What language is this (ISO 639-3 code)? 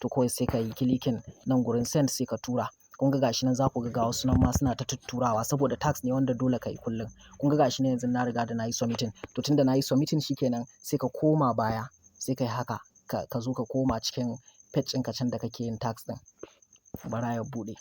hau